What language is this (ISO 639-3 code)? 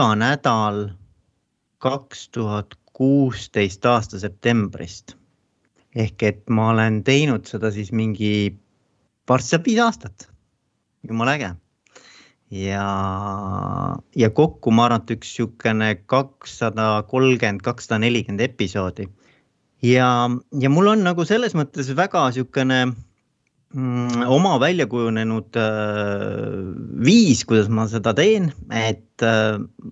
est